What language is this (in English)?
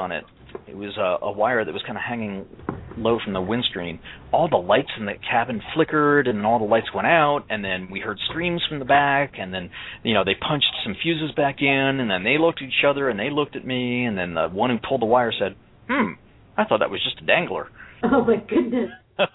English